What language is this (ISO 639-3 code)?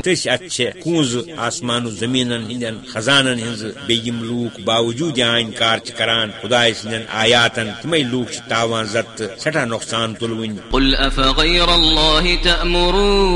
kas